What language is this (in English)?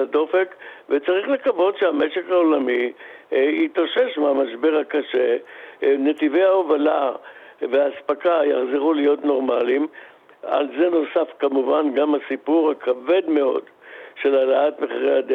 Hebrew